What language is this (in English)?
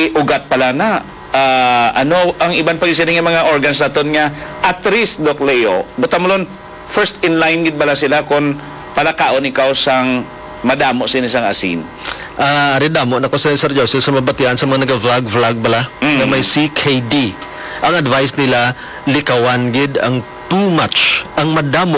Hiligaynon